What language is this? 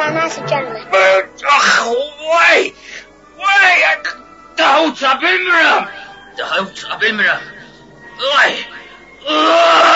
South Azerbaijani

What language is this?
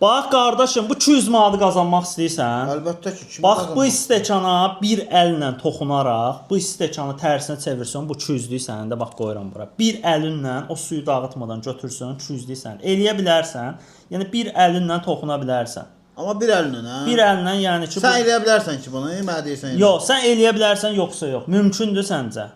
Azerbaijani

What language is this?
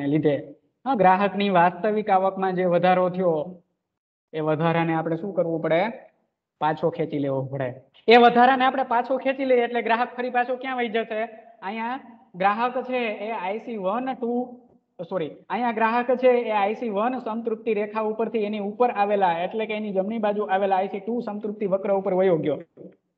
Gujarati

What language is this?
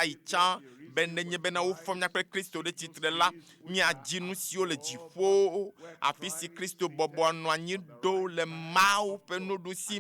Ewe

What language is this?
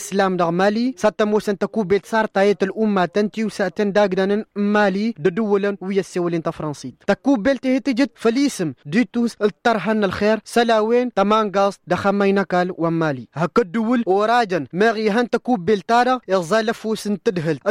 Tamasheq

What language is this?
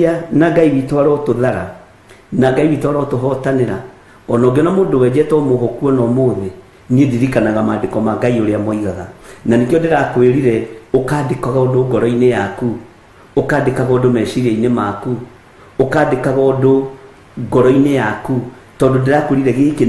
Kikuyu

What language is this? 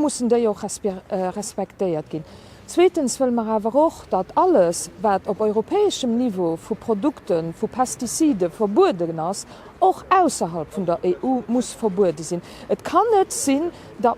Luxembourgish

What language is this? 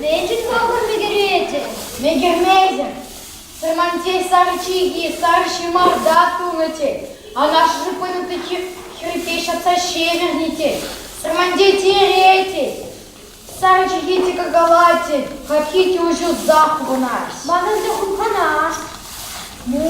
Chuvash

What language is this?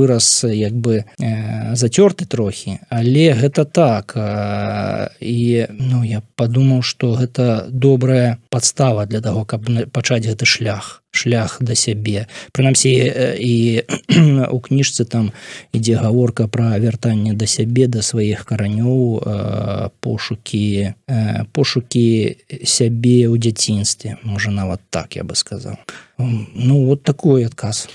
Belarusian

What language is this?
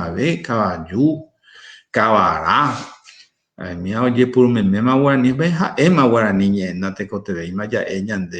Guarani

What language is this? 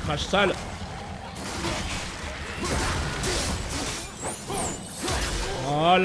French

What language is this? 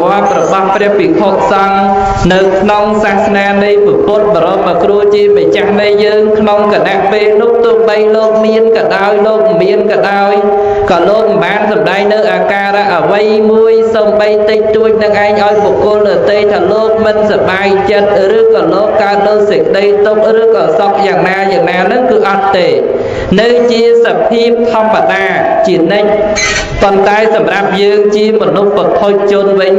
Khmer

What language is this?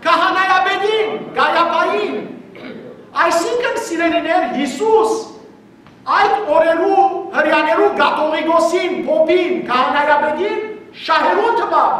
Western Armenian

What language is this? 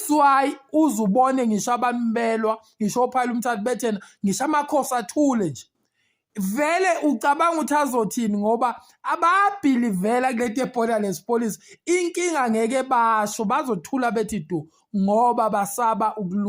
Zulu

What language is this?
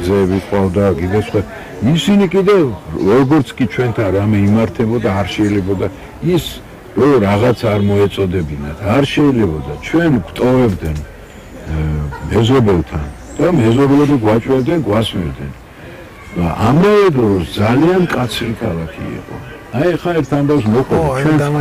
Georgian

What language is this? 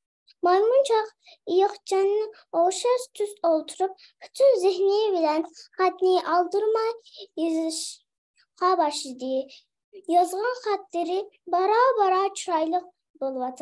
Uyghur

